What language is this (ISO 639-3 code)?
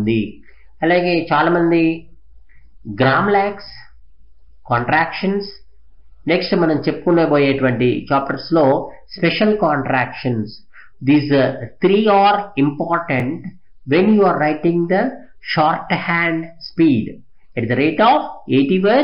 tel